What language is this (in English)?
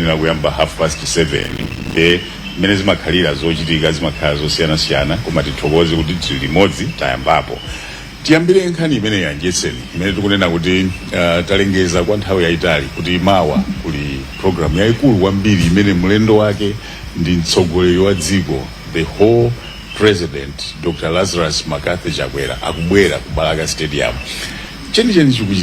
Nyanja